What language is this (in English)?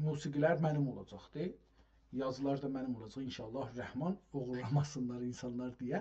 South Azerbaijani